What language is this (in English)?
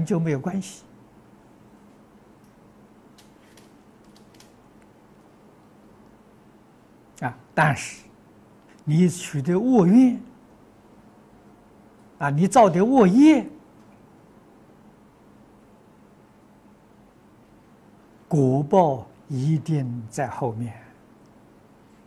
Chinese